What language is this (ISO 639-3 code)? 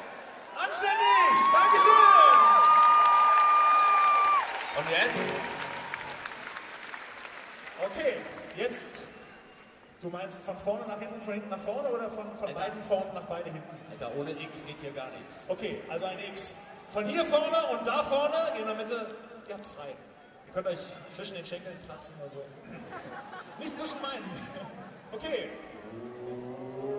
deu